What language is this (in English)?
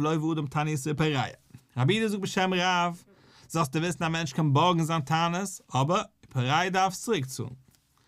Yiddish